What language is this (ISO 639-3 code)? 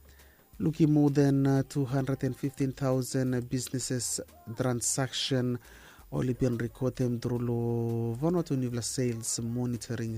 bis